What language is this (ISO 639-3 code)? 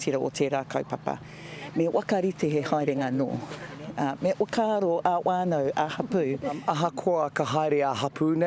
mri